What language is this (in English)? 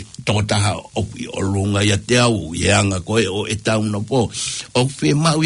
Tongan